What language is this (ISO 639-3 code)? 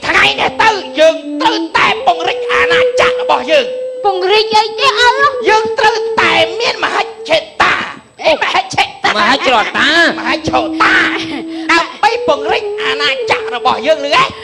khm